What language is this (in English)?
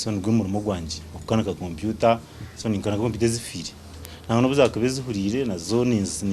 Nyankole